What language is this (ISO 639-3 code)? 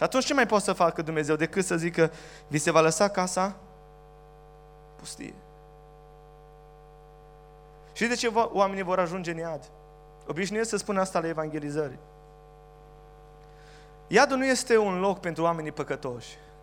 ron